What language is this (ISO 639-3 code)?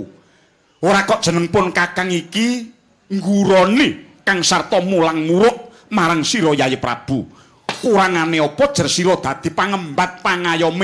jav